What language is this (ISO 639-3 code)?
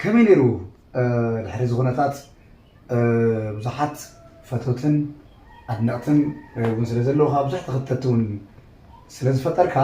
tir